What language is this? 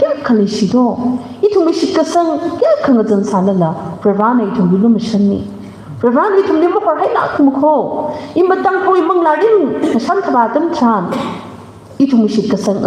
Tangkhul Naga (India)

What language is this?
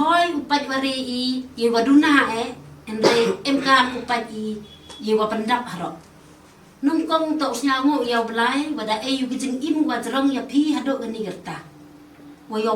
Khasi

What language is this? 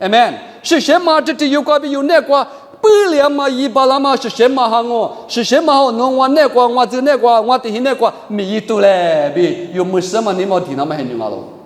Lisu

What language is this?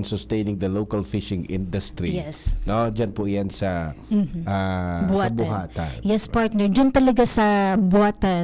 Bikol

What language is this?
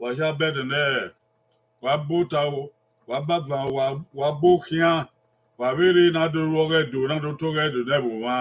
Bini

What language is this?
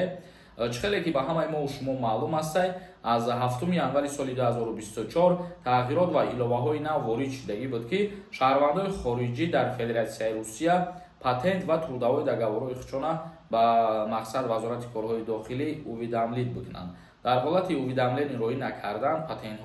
Tajik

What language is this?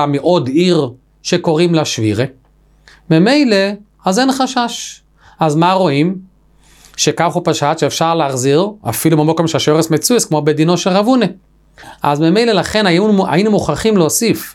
Hebrew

